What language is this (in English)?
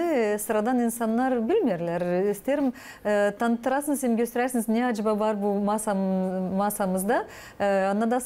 Gagauz